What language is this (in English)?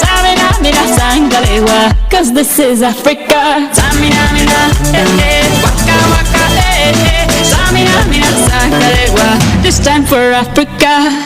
Kara-Kalpak